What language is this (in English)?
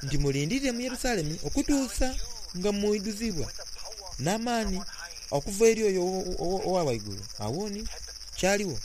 Soga